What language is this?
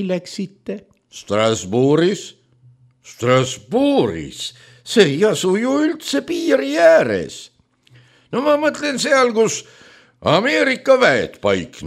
Estonian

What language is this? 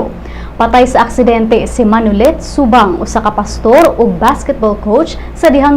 Cebuano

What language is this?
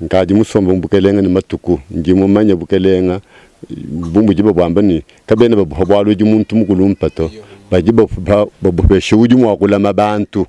Luba-Lulua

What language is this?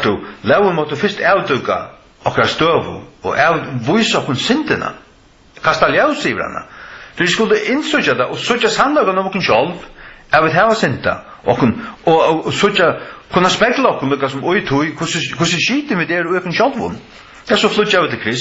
Faroese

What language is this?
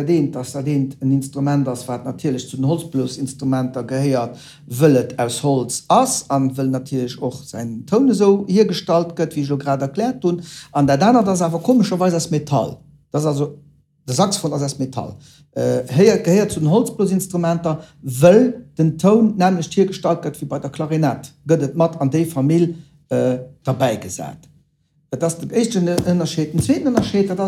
Luxembourgish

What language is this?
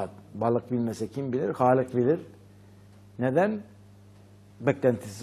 Turkish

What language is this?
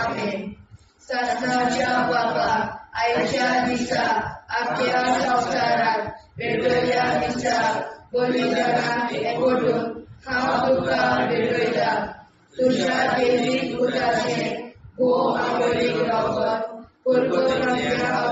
Konkani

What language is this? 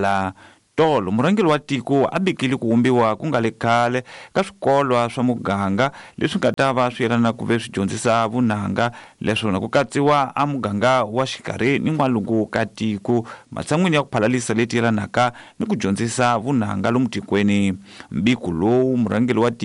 Tsonga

